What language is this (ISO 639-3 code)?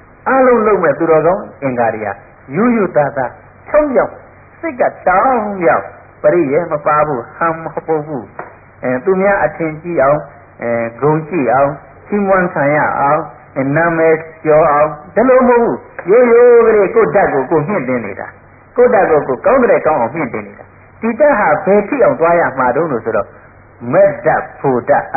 mya